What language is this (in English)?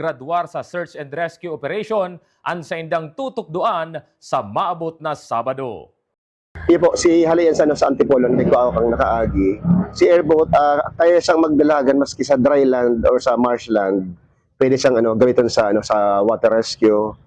Bikol